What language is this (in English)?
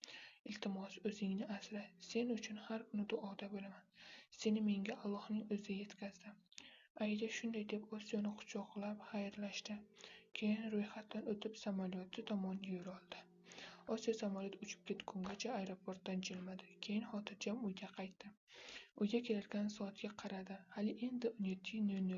Uzbek